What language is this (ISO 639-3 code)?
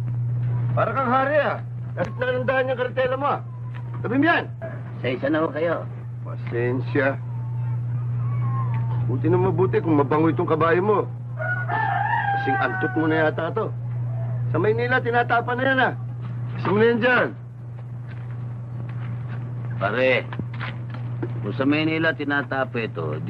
fil